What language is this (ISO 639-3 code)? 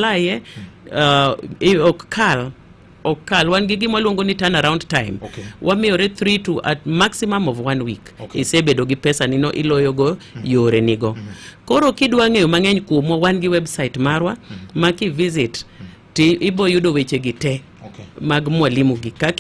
luo